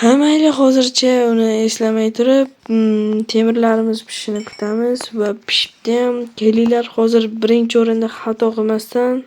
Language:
Uzbek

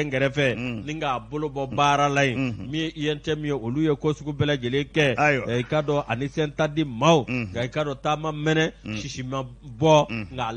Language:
Bambara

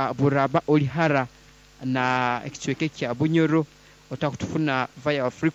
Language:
Nyoro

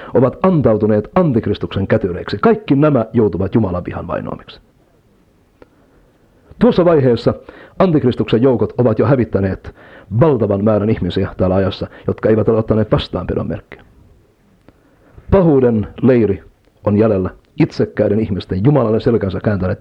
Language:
Finnish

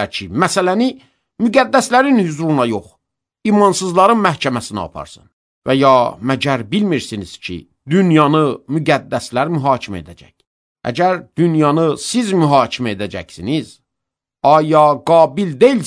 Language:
Azerbaijani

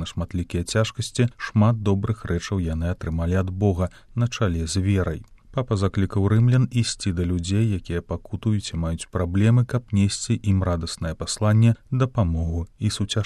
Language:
Belarusian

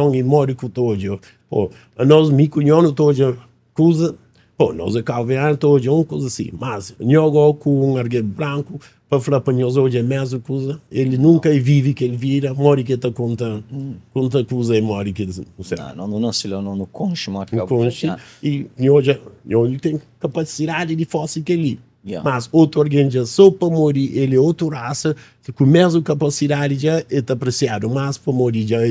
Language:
Kabuverdianu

